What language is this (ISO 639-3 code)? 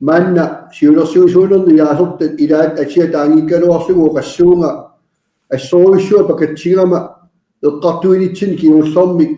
kal